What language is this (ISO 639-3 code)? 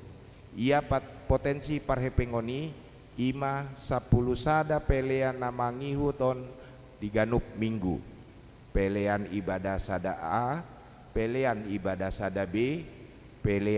bbc